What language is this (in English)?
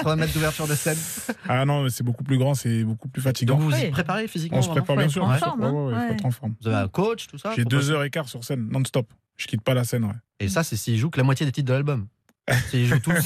French